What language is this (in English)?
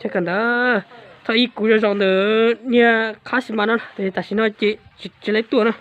Hmong